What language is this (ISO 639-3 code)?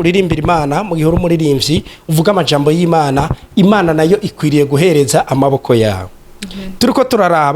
run